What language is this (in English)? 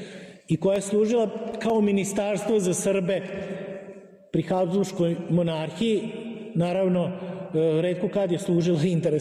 Serbian